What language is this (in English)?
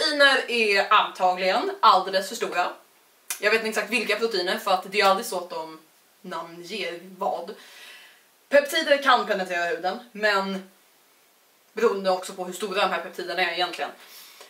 Swedish